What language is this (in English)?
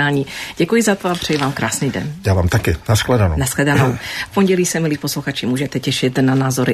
Czech